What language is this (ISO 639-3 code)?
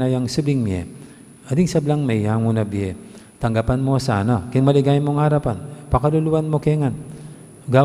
pam